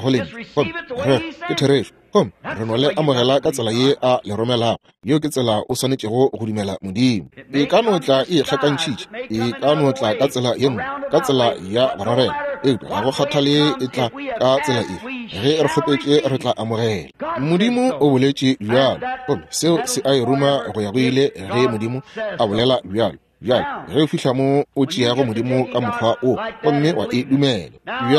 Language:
Northern Sotho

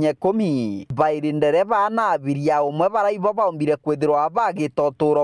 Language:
Meru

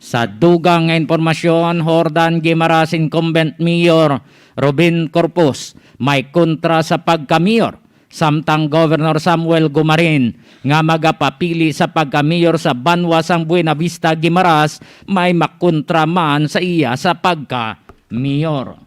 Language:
Hiligaynon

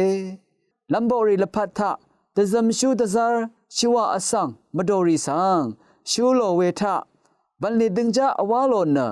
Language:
Rawang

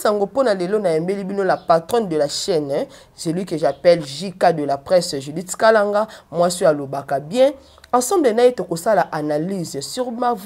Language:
Lingala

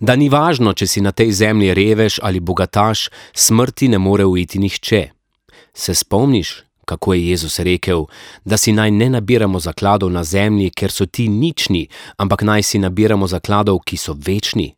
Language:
Slovenian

